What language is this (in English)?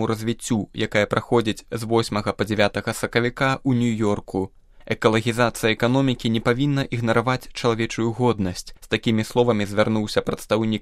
Belarusian